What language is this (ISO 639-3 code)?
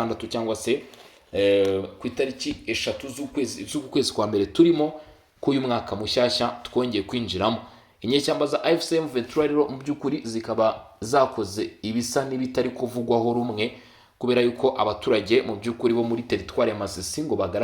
kin